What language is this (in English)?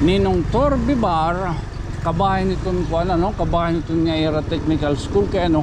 Waray